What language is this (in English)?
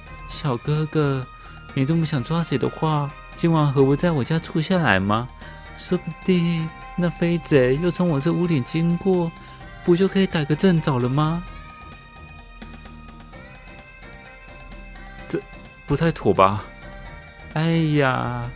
Chinese